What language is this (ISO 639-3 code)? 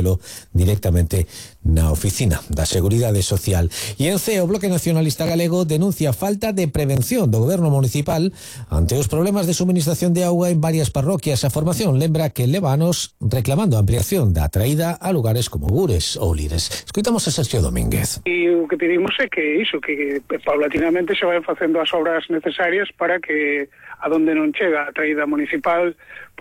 glg